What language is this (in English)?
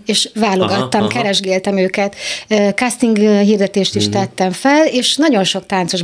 Hungarian